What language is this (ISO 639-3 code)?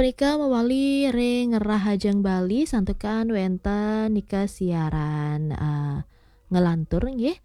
ban